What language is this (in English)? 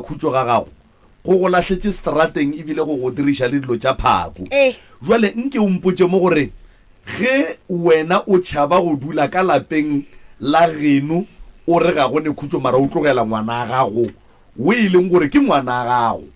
Northern Sotho